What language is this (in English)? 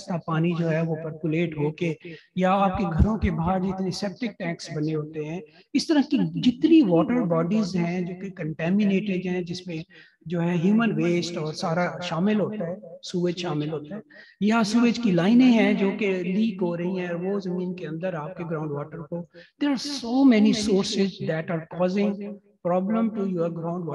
Urdu